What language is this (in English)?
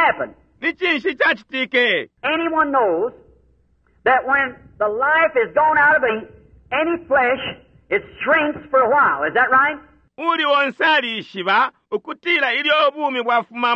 Bemba